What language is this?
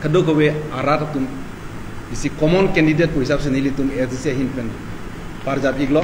Karbi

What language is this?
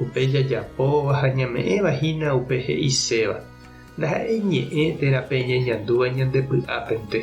Guarani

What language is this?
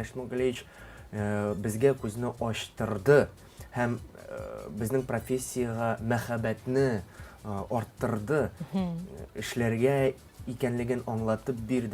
Tatar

